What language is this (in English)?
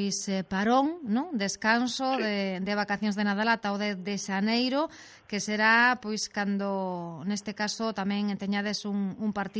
Galician